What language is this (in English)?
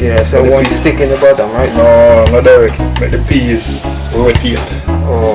Jamaican Creole English